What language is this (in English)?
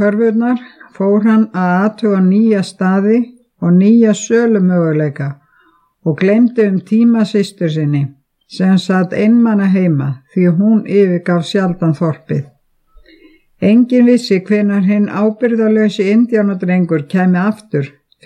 Icelandic